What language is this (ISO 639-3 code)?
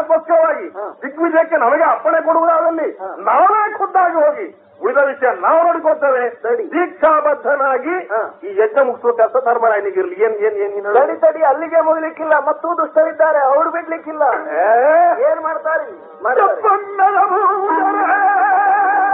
kan